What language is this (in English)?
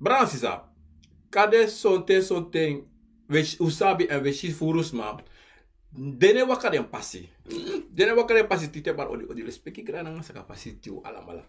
Sranan Tongo